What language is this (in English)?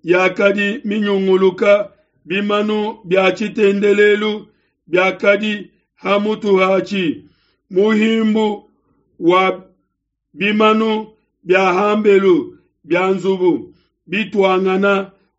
Luba-Lulua